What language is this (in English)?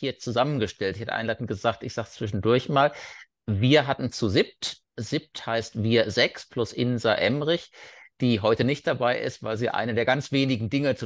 German